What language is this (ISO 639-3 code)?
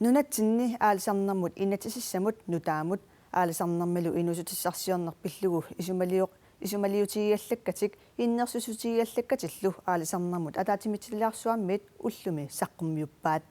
kal